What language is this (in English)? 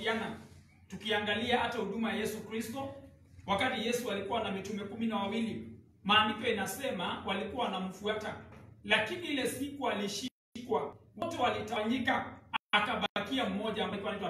Swahili